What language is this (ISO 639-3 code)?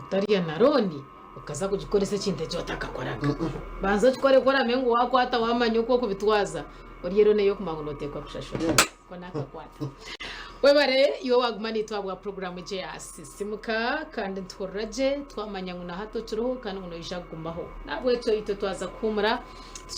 nyn